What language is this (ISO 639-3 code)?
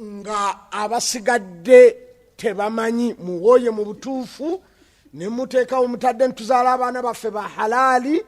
lug